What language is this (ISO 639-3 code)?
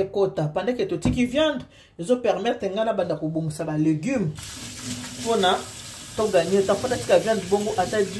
lin